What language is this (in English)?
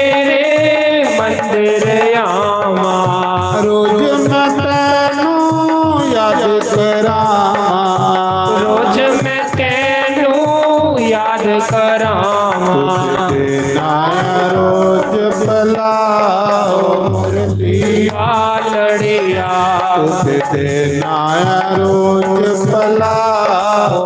Dogri